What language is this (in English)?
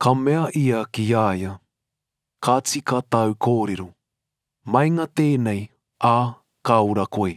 Māori